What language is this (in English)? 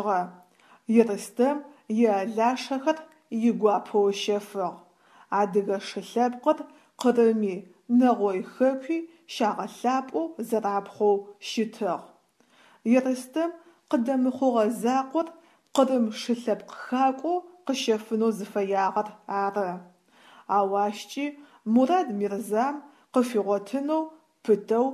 Adyghe